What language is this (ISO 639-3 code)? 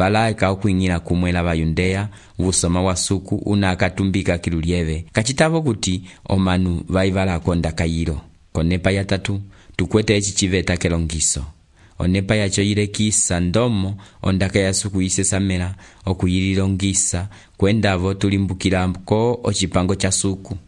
umb